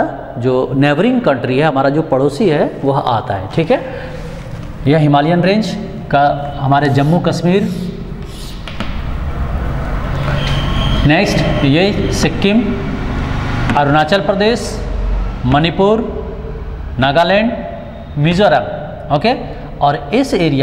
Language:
Hindi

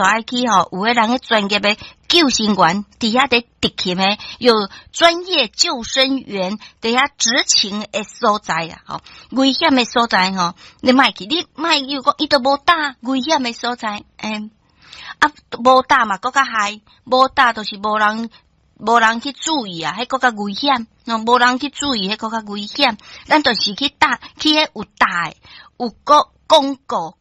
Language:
Min Nan Chinese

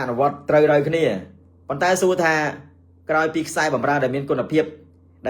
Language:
Khmer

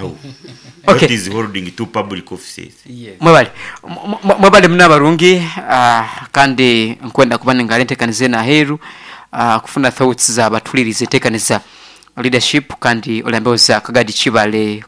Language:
Nyoro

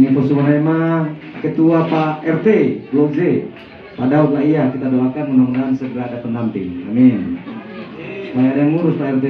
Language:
Nias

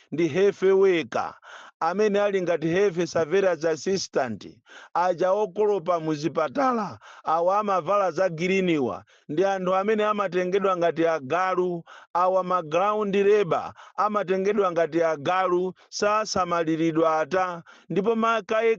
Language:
Nyanja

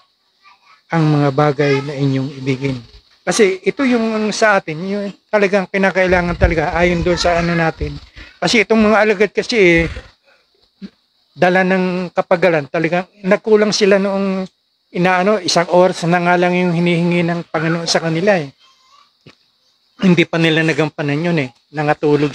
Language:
Filipino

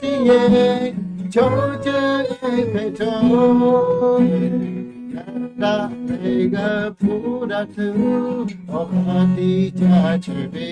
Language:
Lahu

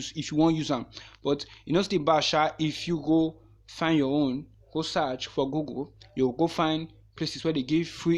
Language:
Nigerian Pidgin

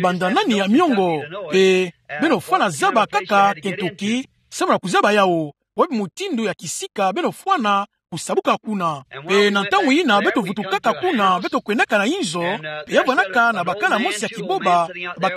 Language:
Kituba (Democratic Republic of Congo)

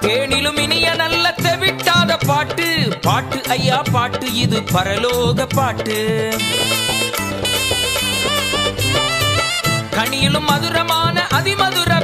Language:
Tamil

